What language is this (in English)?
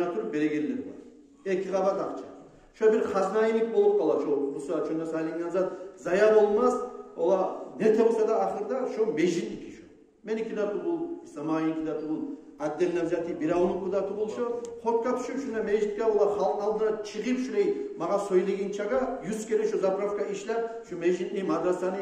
Kumyk